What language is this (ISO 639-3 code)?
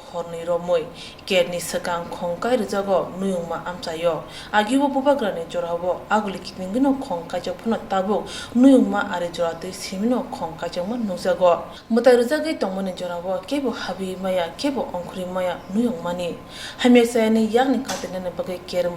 trp